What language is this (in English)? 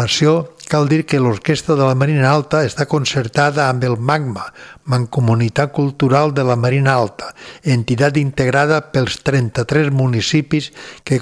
Catalan